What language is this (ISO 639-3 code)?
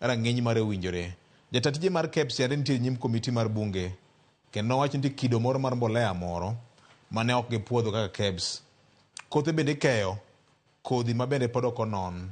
luo